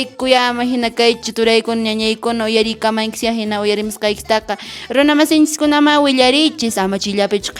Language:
Quechua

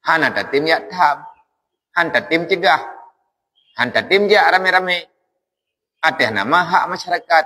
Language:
Achinese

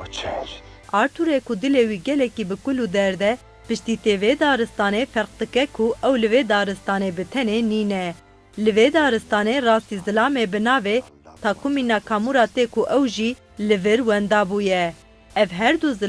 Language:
Kurdish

